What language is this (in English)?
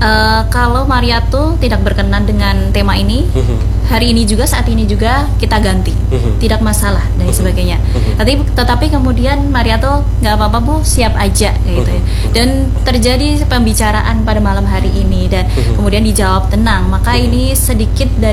Indonesian